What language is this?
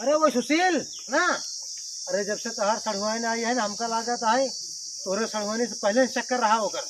Awadhi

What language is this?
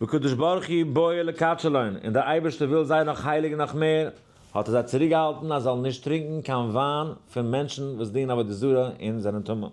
Yiddish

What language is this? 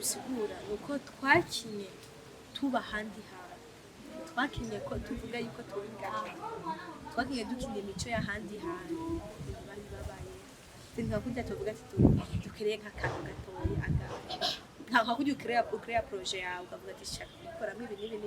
Rundi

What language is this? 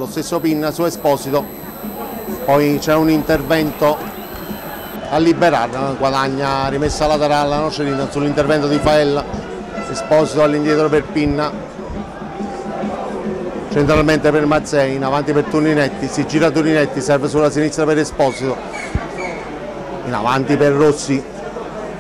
Italian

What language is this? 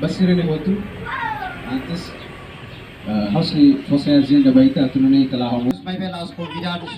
Tetum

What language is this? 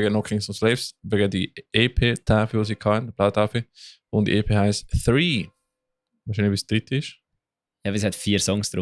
Swiss German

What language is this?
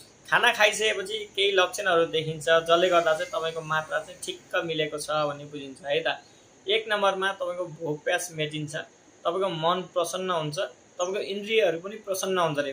Nepali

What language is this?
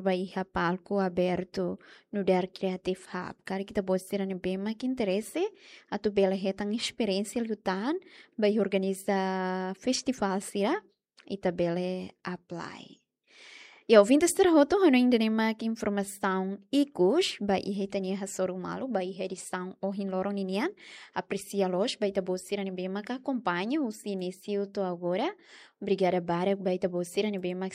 Tetum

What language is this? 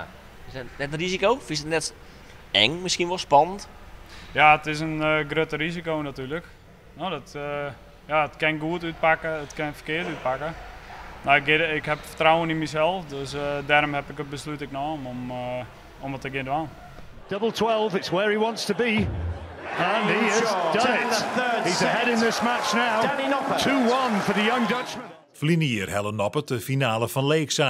Western Frisian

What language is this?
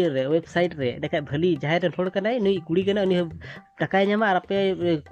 Santali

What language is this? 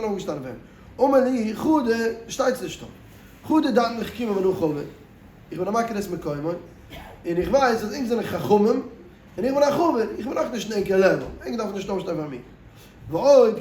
Yiddish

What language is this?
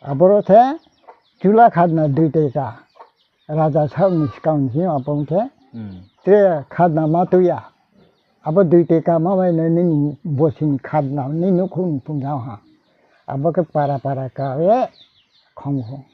Riang (India)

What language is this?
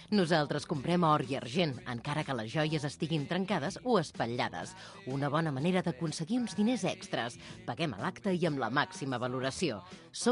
Catalan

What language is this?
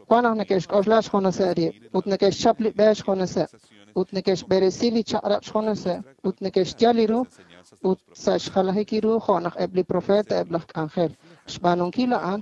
Kekchí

